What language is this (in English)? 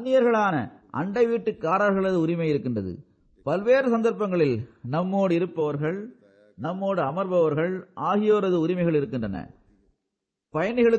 Tamil